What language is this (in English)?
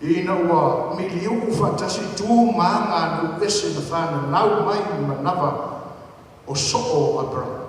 Samoan